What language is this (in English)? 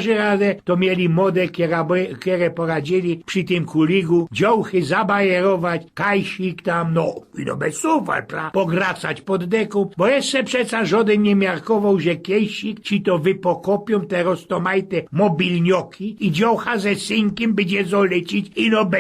Silesian